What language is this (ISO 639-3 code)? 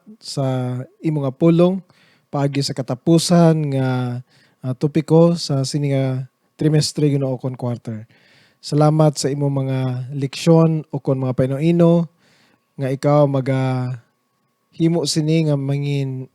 hil